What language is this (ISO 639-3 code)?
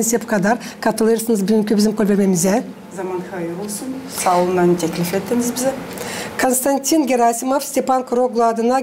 gag